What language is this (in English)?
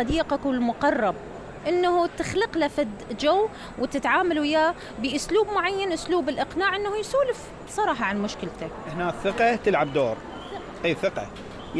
Mesopotamian Arabic